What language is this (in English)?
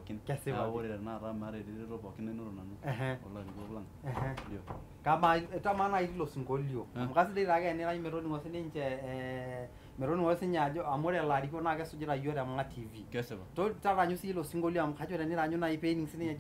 Masai